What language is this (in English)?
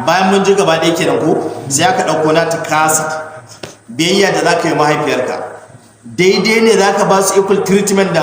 Hausa